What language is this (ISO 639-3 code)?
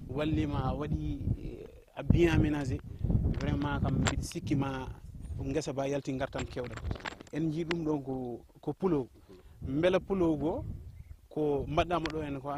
ful